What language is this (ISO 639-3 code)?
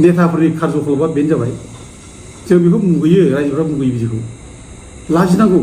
brx